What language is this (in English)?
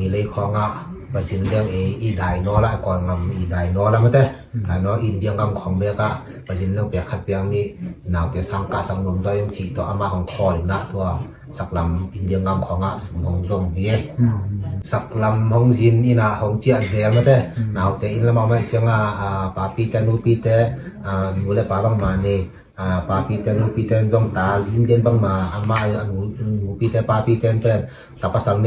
Tedim Chin